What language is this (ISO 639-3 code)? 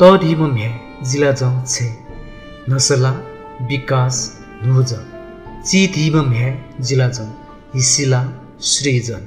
new